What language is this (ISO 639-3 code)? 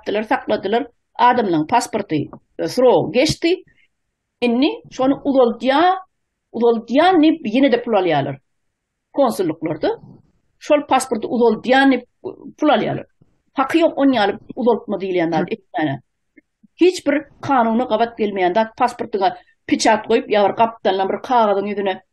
tuk